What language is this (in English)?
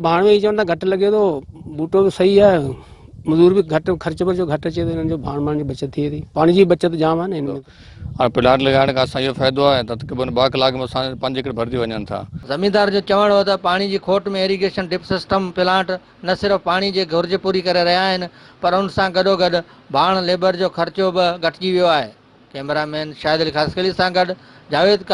Sindhi